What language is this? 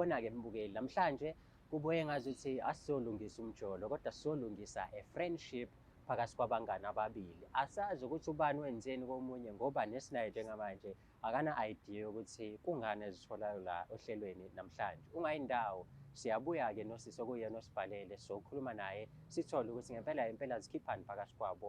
Zulu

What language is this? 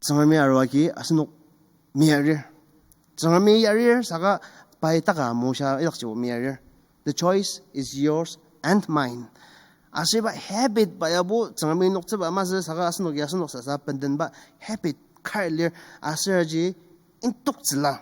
Ao Naga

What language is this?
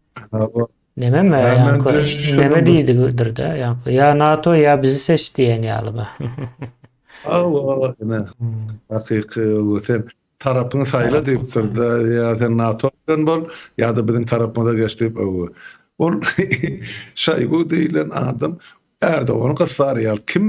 Turkmen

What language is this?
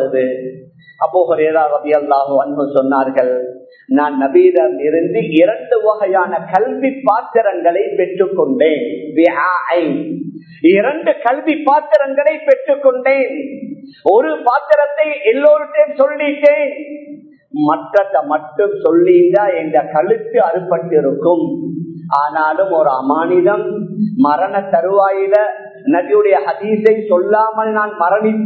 Tamil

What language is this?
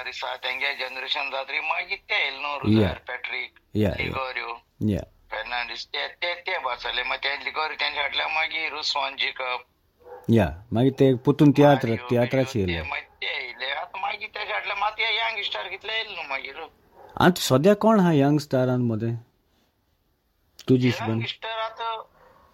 Konkani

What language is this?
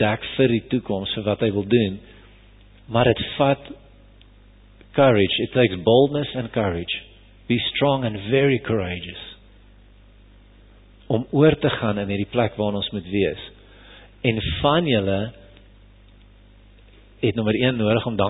Afrikaans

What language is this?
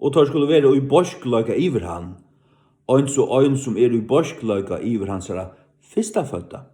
Faroese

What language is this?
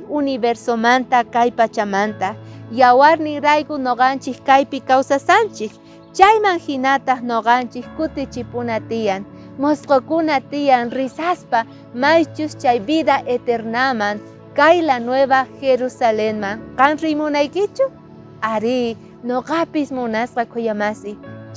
South Bolivian Quechua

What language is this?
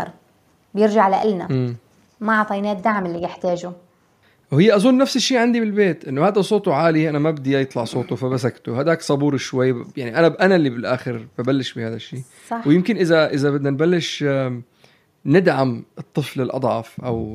North Levantine Arabic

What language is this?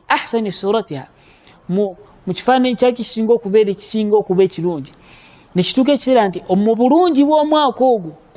Ganda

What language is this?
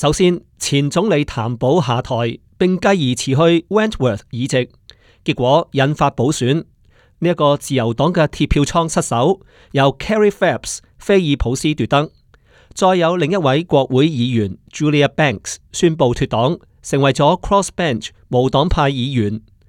Cantonese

